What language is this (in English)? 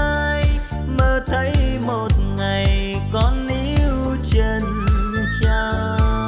Vietnamese